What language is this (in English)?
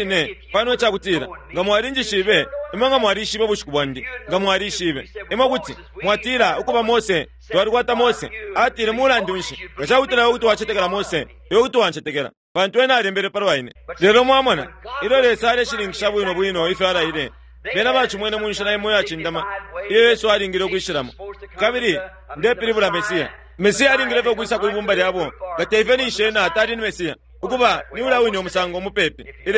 Bemba